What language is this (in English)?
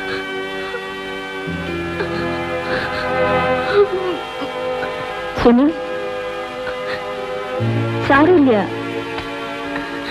Malayalam